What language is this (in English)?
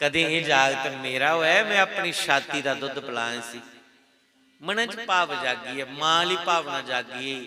Dogri